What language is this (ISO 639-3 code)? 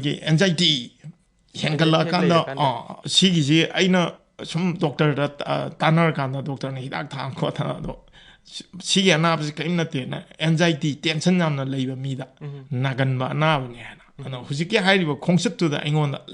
mni